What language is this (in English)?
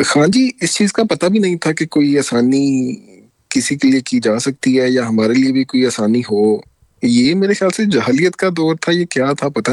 Urdu